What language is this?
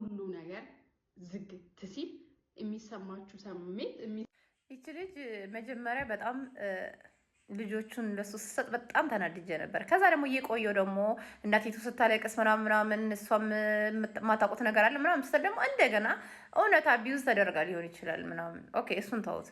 Amharic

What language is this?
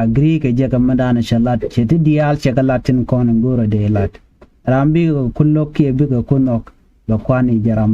Nuer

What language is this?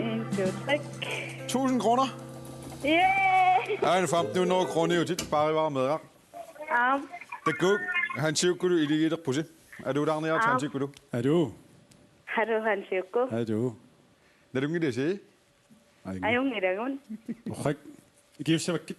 Kalaallisut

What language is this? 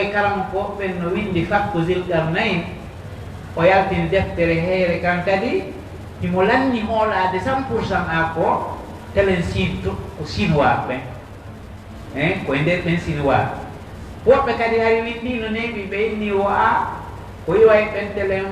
Pular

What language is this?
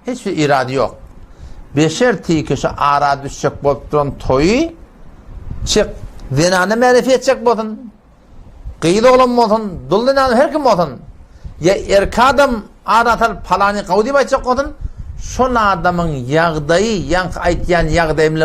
Turkmen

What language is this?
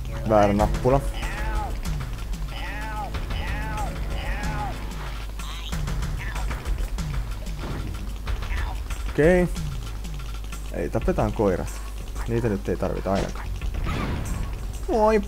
Finnish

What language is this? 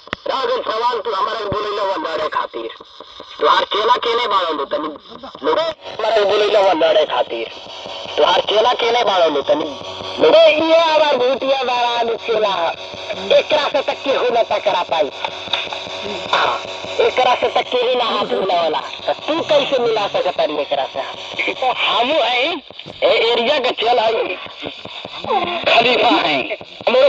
Bhojpuri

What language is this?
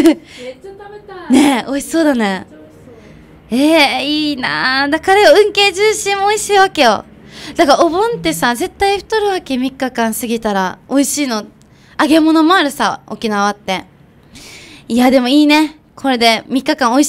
Japanese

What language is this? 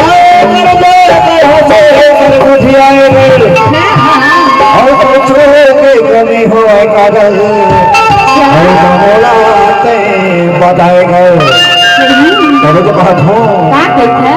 Chhattisgarhi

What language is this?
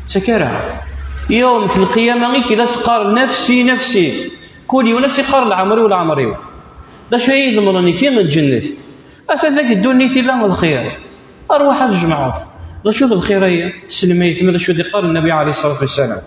Kabyle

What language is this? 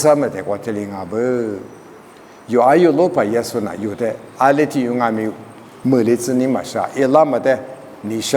Lisu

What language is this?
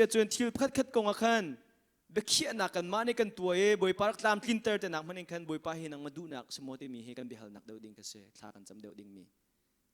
Hakha Chin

